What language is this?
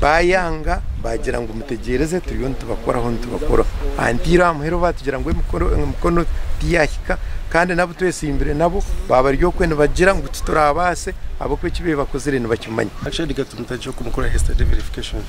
Nyankole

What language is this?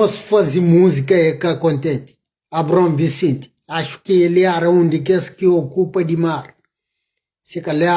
Kabuverdianu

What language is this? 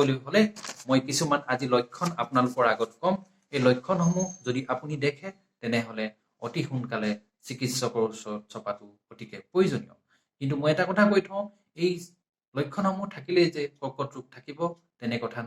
Assamese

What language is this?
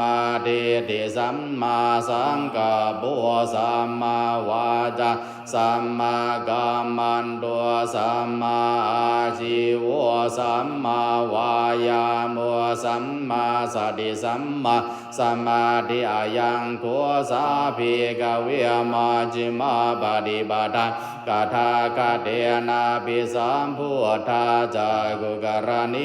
Pali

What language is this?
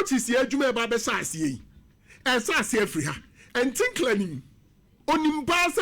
Akan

